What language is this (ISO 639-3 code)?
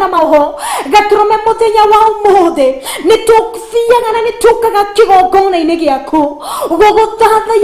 kik